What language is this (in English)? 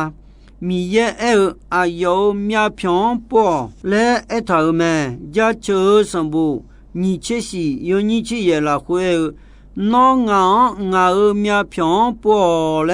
Akha